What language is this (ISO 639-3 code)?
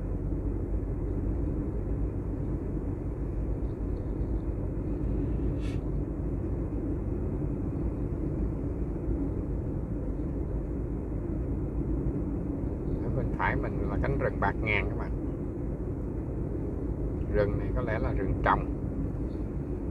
vie